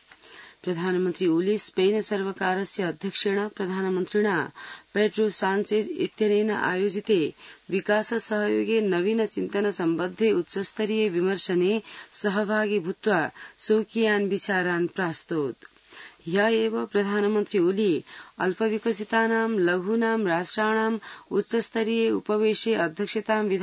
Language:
Sanskrit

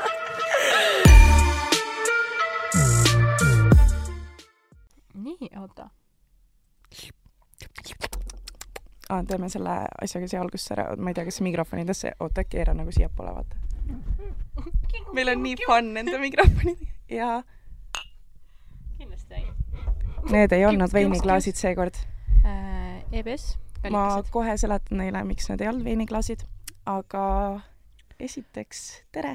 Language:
Estonian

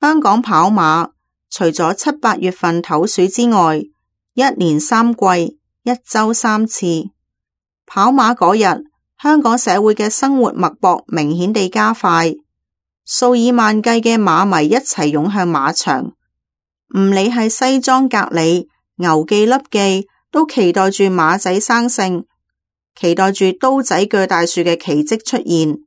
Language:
Cantonese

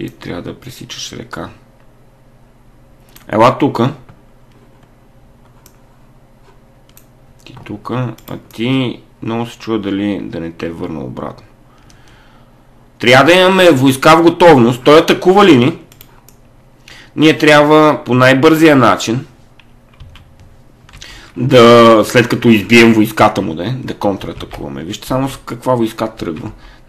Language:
Bulgarian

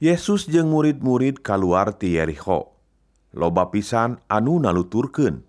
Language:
Sundanese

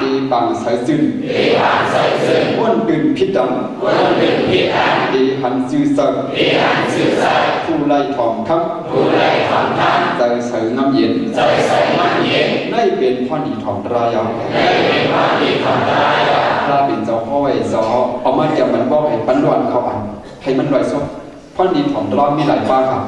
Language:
Shan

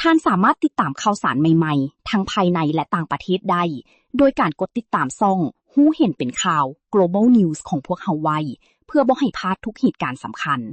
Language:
Lao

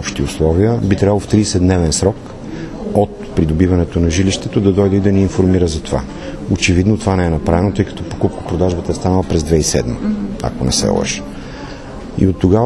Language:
Bulgarian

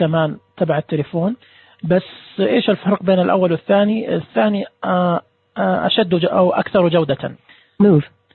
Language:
Najdi Arabic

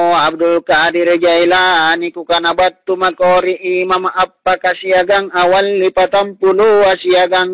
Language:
Makasar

